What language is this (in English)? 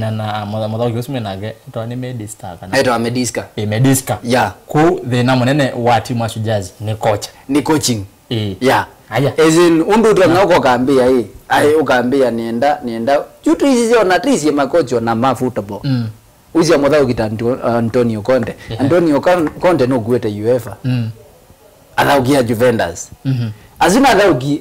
Kamba